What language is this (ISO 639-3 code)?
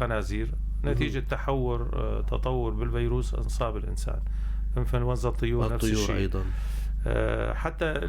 apc